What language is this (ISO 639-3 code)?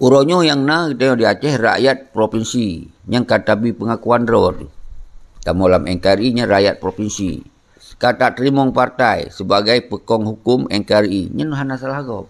ace